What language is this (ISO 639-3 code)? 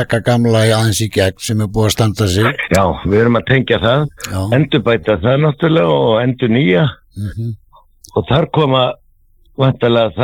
isl